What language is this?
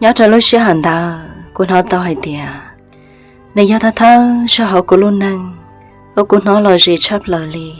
Hmong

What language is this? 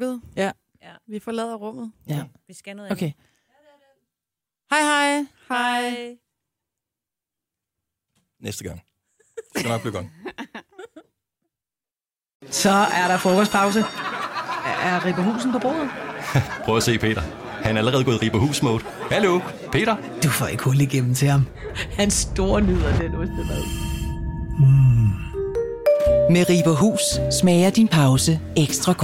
Danish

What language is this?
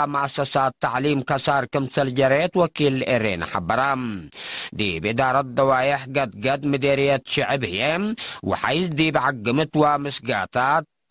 Tigre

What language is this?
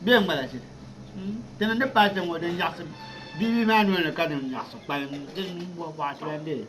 Dagbani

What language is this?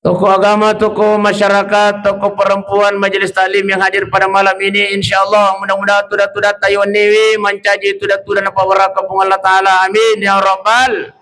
Buginese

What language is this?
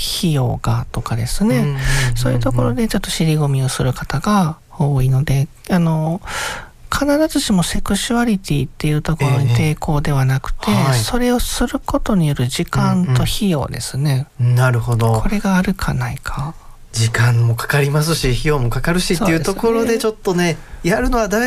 Japanese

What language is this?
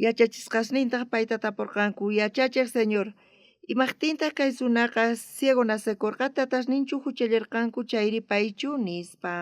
South Bolivian Quechua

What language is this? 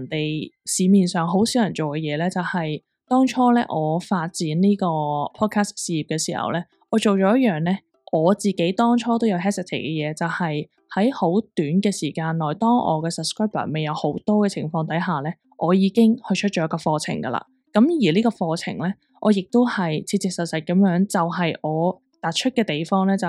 Cantonese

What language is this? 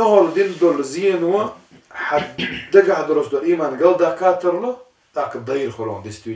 Chechen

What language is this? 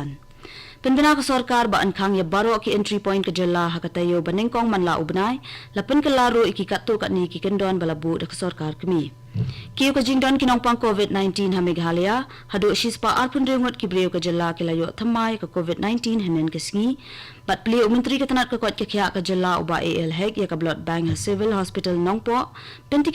Khasi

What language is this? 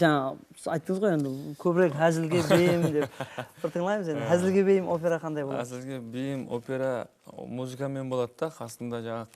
Kara-Kalpak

